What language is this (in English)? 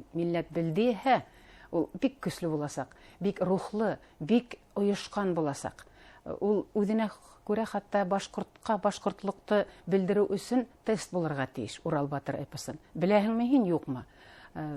Bashkir